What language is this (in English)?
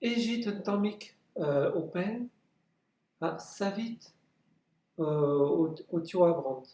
Breton